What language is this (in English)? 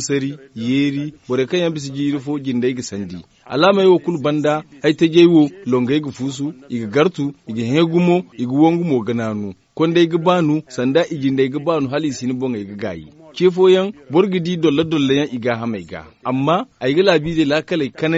Zarma